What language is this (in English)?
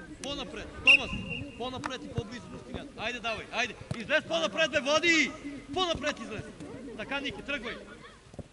Bulgarian